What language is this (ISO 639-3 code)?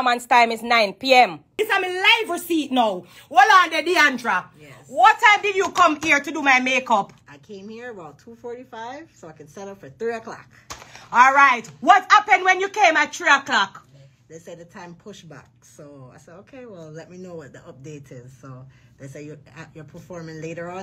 jam